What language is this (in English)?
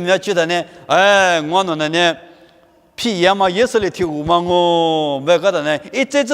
Lisu